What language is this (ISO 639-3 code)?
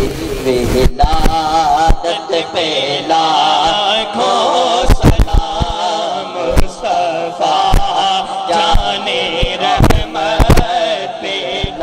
urd